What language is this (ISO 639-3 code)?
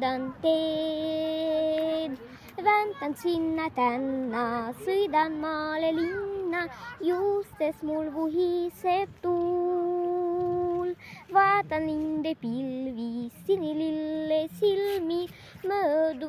est